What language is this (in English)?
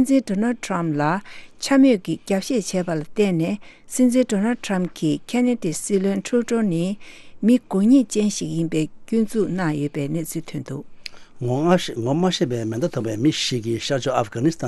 Tibetan